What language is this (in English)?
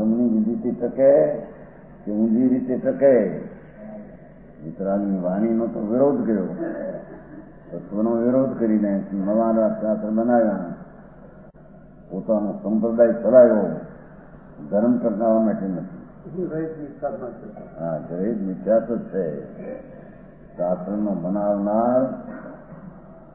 Gujarati